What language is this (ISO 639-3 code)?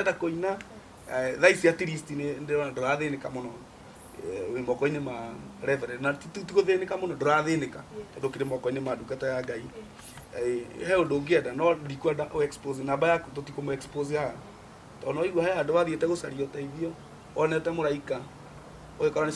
kik